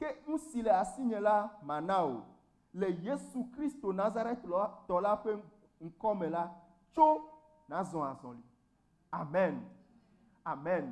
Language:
Ewe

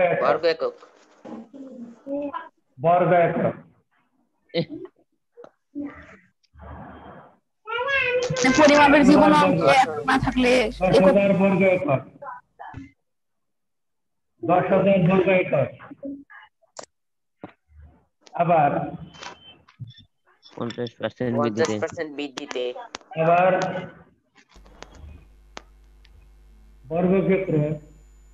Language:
Bangla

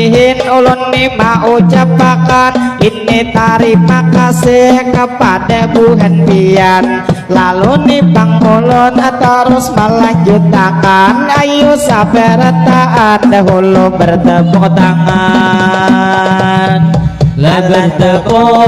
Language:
Banjar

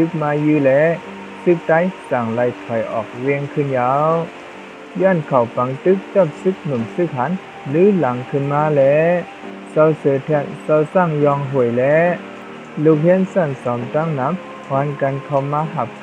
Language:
Shan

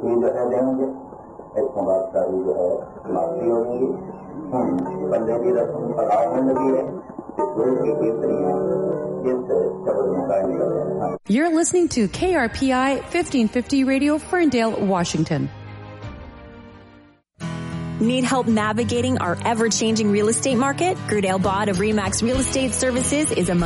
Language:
Punjabi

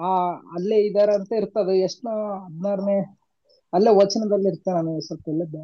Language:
Kannada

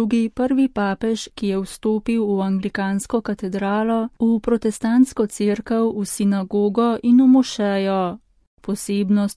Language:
Slovenian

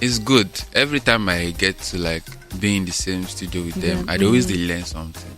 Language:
Nigerian Pidgin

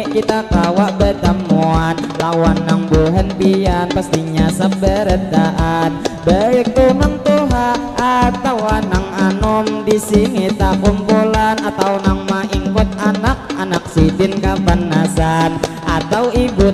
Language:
Banjar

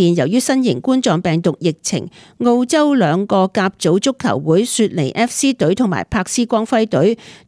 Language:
Cantonese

